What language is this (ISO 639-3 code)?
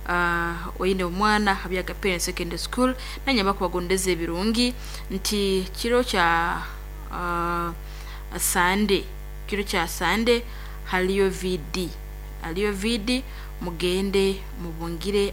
nyo